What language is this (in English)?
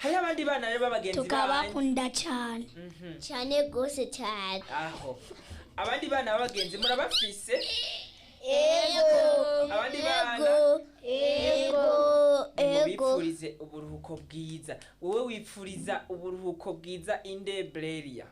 Rundi